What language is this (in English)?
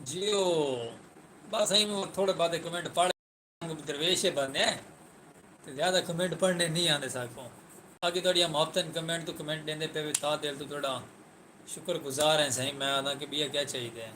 Saraiki